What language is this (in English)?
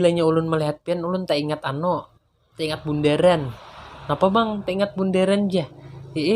Banjar